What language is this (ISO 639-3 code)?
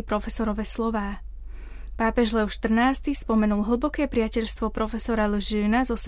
slk